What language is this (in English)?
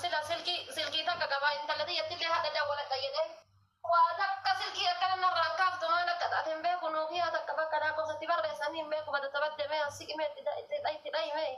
Oromo